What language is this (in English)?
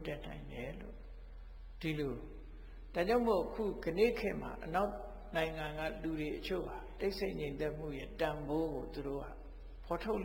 Burmese